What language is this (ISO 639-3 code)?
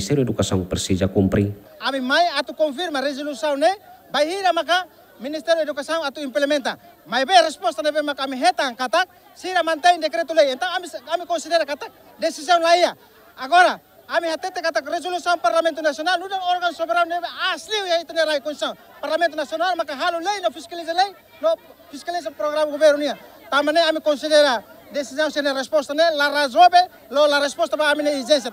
tet